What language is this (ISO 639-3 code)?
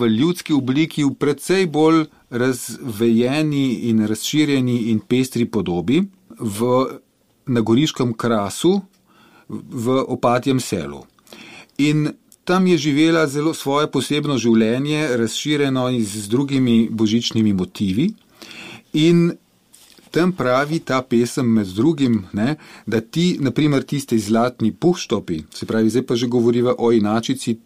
slv